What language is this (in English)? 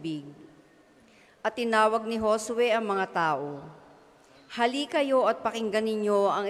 Filipino